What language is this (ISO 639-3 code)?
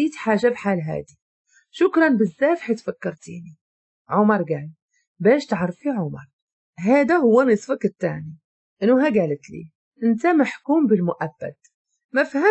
ary